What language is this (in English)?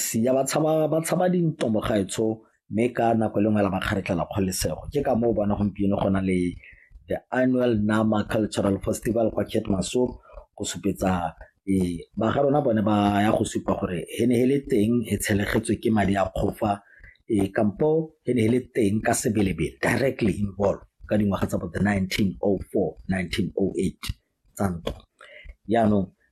Tswana